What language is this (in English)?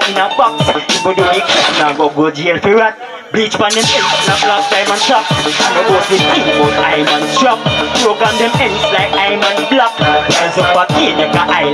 Jamaican Creole English